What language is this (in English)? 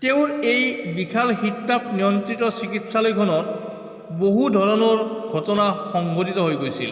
Assamese